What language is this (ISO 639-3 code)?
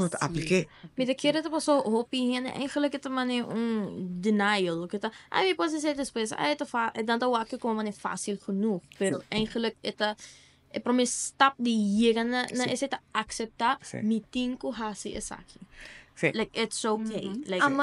pap